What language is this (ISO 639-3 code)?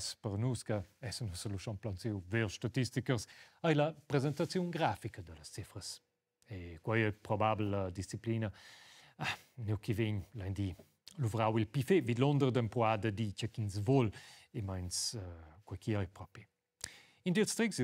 roh